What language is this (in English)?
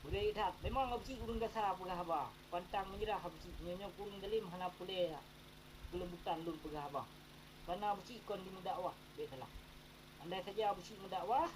Achinese